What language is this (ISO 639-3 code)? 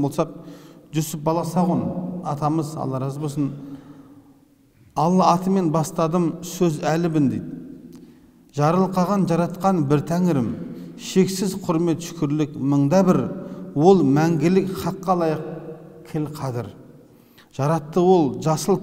kaz